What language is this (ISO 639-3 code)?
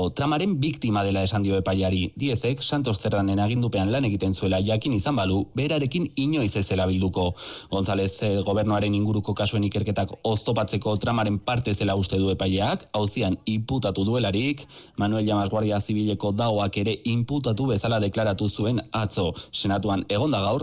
eus